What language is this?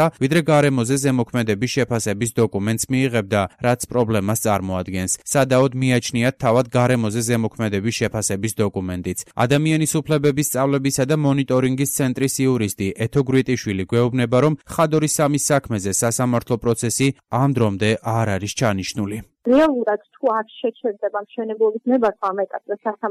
Georgian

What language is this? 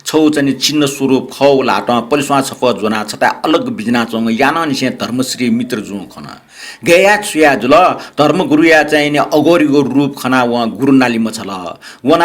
Newari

